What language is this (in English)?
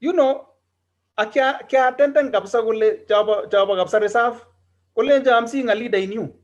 Kalenjin